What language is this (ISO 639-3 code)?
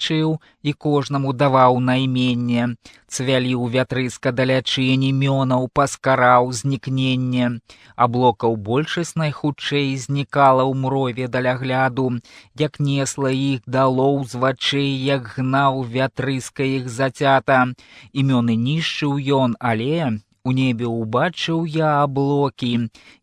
bel